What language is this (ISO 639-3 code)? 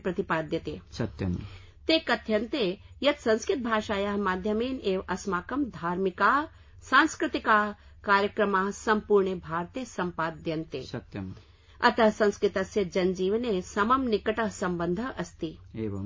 san